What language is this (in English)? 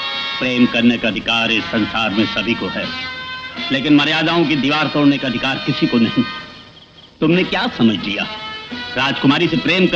Hindi